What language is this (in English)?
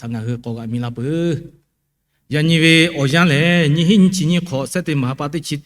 Lahu